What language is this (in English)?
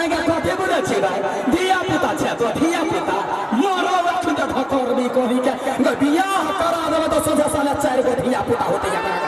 Maithili